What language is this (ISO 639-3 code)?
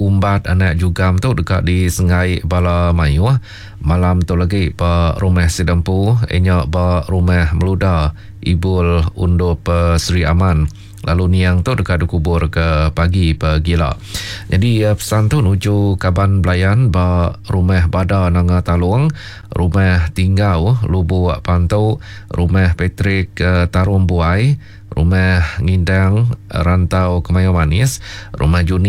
iba